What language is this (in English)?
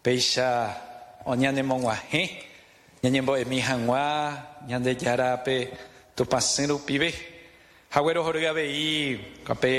Guarani